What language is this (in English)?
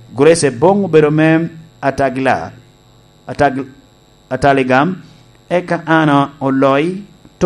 Lango (Uganda)